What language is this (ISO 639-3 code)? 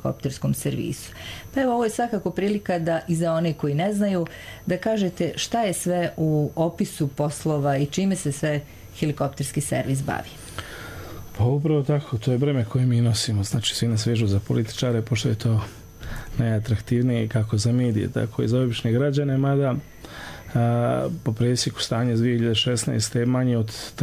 bos